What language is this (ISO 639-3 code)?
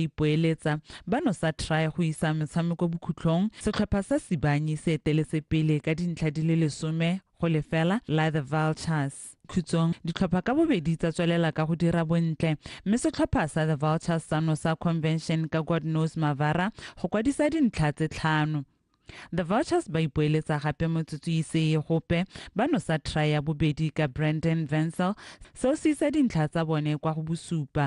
tsn